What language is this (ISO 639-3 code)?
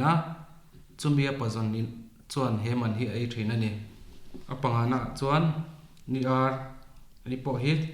lus